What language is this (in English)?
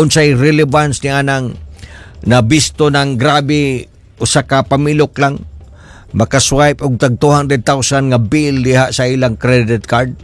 Cebuano